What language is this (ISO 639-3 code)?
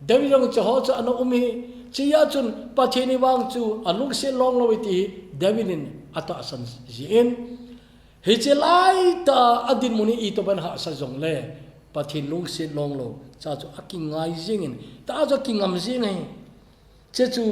tcz